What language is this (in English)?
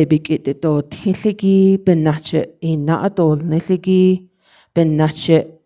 Navajo